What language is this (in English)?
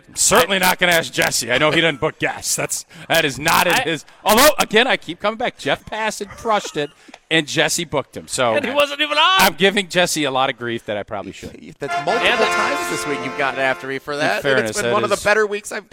English